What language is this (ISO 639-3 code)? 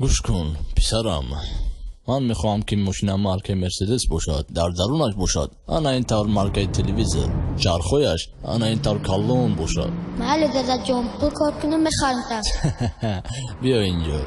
tgk